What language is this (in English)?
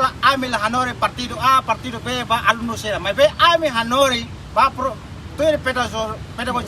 Tetum